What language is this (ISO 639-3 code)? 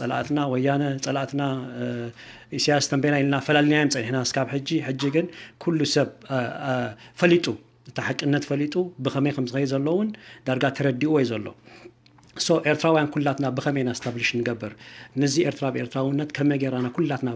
tir